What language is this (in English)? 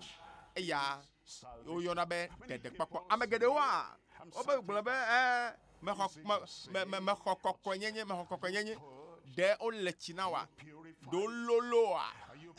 Ewe